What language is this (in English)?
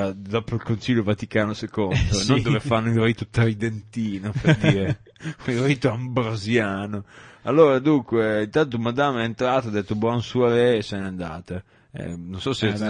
Italian